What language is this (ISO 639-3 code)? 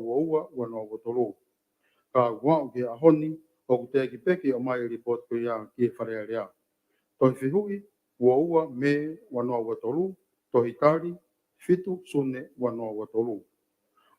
ton